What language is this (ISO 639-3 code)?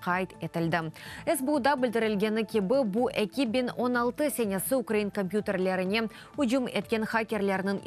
crh